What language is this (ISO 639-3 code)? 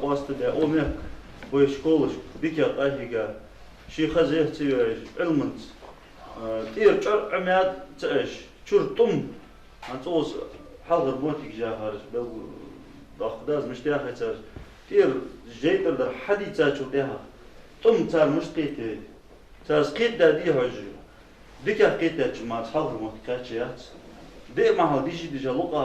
inh